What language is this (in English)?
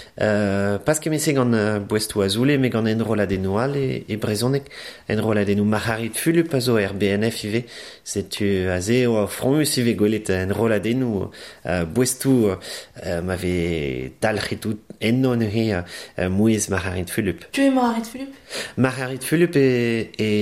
Breton